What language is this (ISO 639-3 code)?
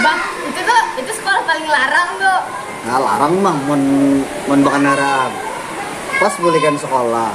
bjn